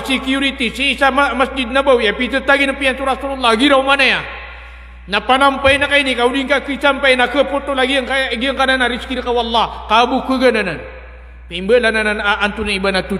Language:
Maranao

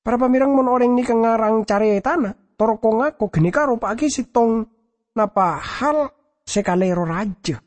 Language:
Madurese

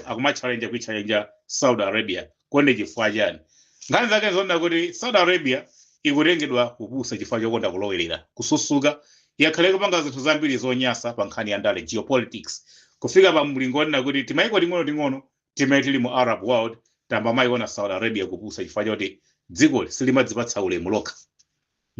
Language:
Nyanja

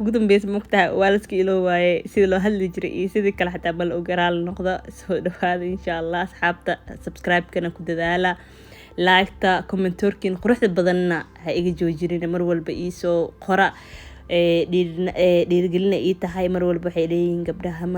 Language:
Somali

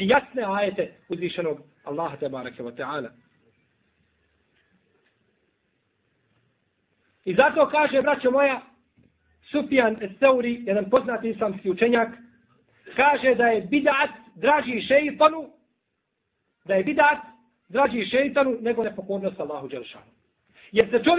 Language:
Bosnian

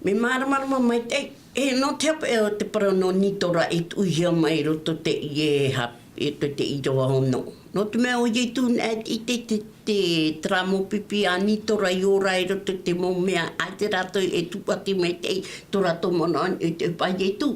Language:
Tahitian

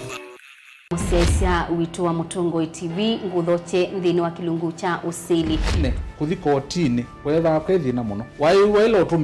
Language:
Kamba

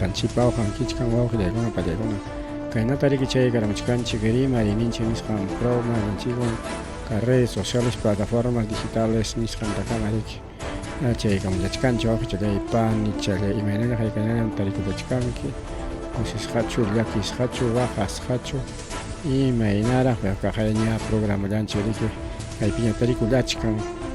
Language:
Ayacucho Quechua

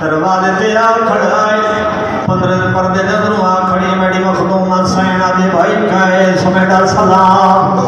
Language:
Saraiki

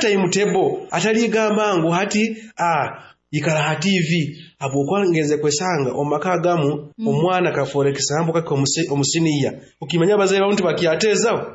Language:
Nyoro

